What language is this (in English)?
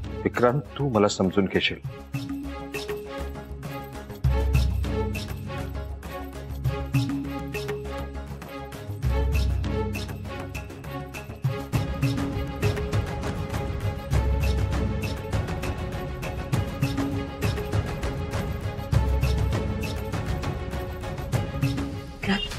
Marathi